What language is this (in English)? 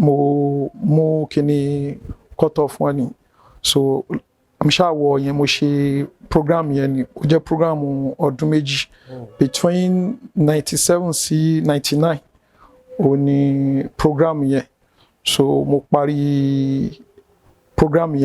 Yoruba